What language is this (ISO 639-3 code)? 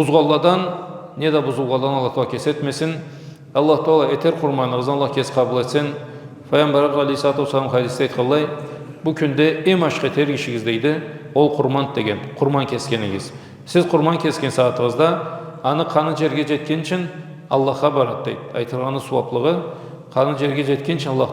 krc